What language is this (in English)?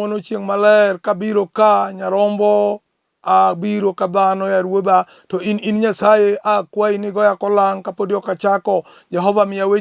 Luo (Kenya and Tanzania)